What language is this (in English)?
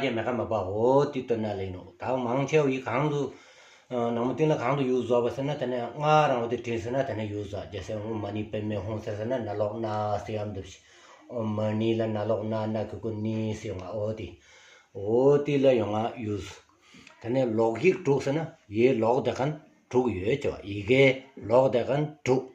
Stod Bhoti